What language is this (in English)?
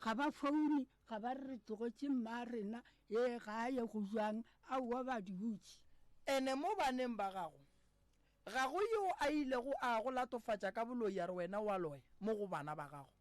Northern Sotho